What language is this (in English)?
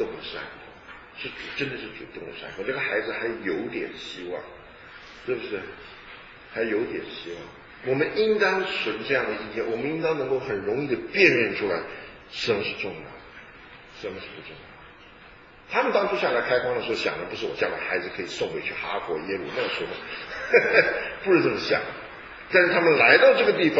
Chinese